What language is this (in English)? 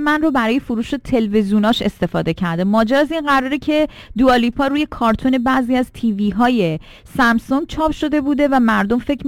Persian